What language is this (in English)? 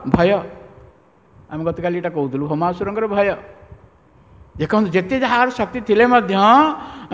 Odia